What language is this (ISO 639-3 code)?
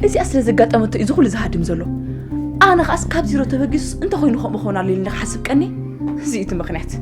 tir